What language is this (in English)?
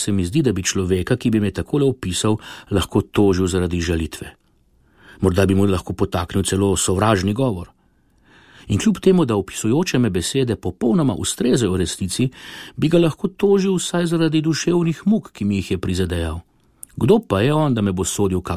Slovenian